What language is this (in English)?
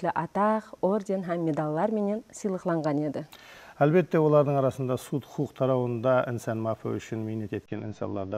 Kara-Kalpak